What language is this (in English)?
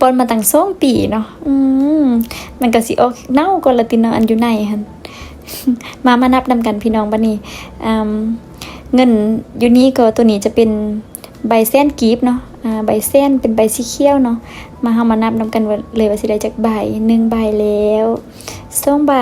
Lao